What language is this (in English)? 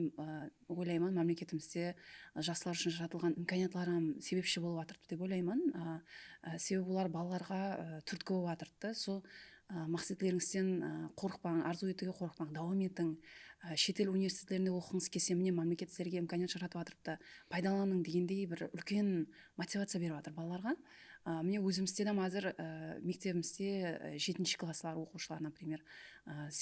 Kara-Kalpak